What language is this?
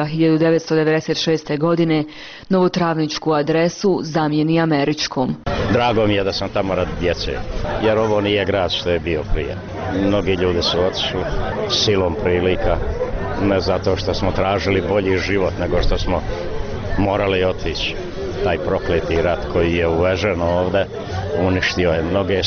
Bosnian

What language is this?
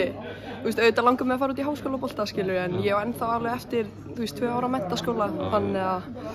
Icelandic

